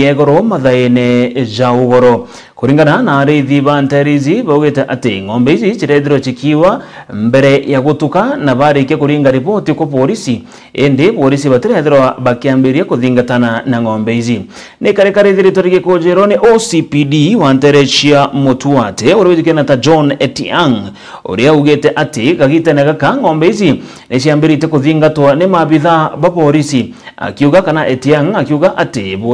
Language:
Meru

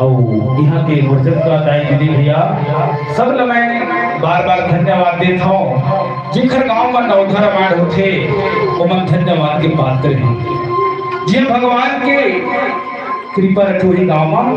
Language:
Chhattisgarhi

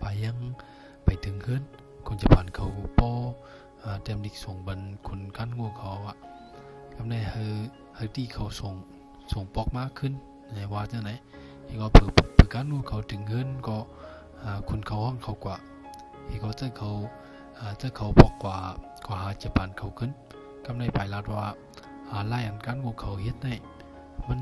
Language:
Shan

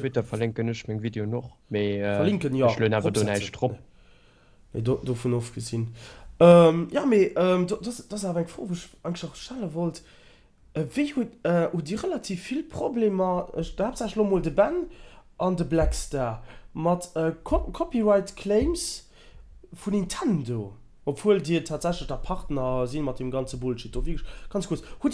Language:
Luxembourgish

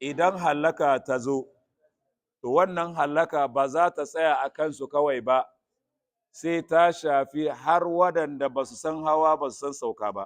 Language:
Hausa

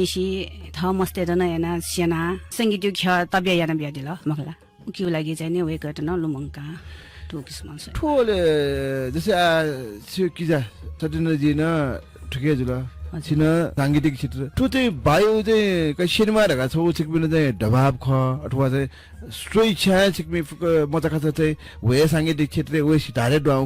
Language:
Newari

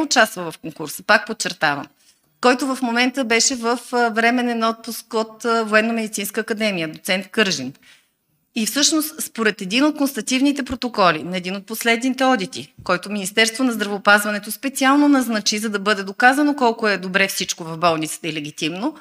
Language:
Bulgarian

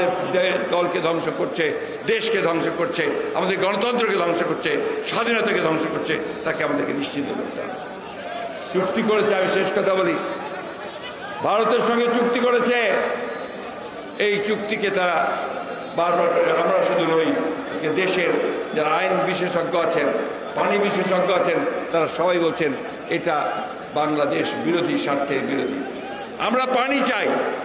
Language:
Bangla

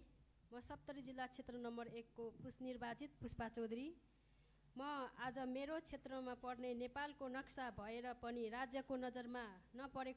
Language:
Nepali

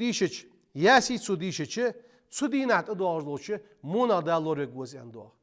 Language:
Ingush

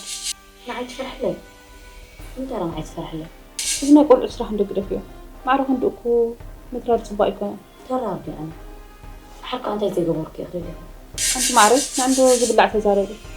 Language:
Tigrinya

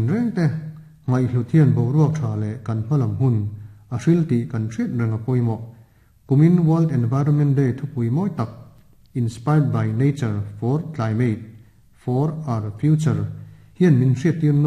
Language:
Mizo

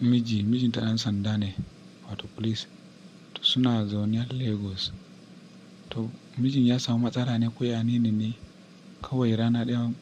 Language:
Hausa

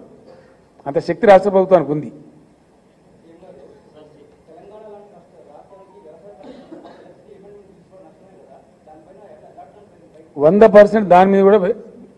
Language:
Telugu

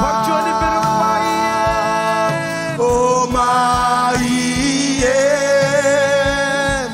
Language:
Marshallese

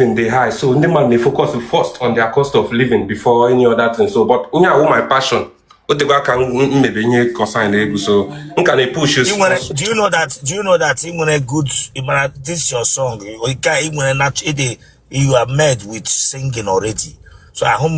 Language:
Igbo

